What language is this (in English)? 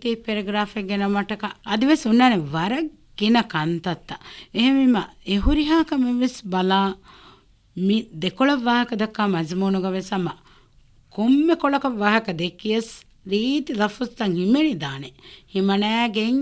Divehi